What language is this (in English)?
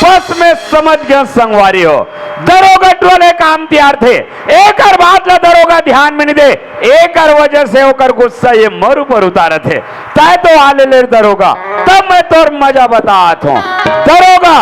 Chhattisgarhi